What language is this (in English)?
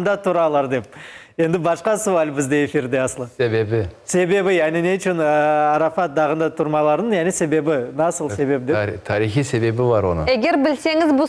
Crimean Tatar